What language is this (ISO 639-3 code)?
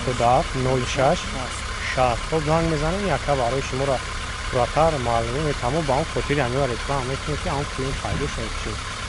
tgk